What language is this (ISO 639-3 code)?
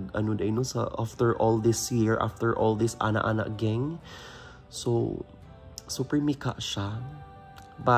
ceb